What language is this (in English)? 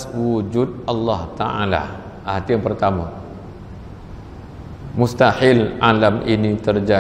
Malay